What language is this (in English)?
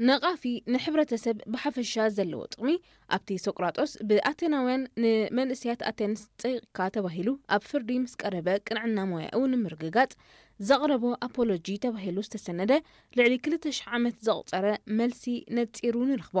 Tigrinya